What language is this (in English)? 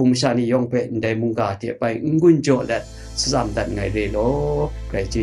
Kachin